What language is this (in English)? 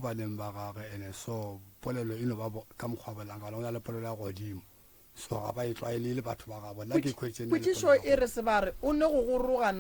Northern Sotho